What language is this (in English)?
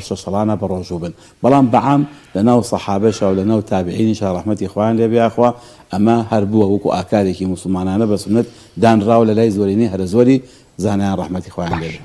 Central Kurdish